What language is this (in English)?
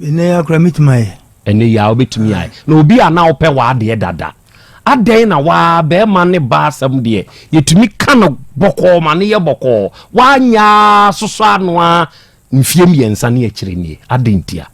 Akan